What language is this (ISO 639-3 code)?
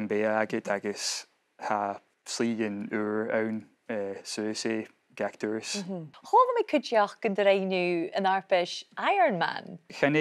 gla